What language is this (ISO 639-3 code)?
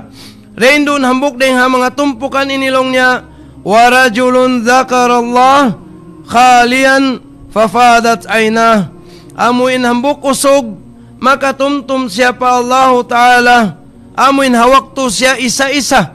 tsg